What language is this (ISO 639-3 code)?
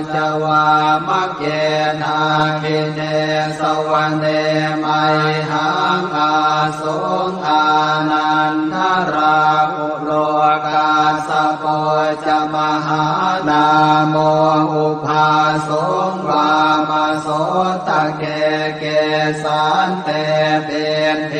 pli